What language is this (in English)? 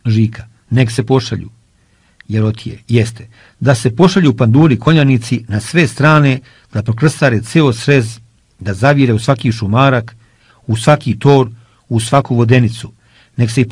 Serbian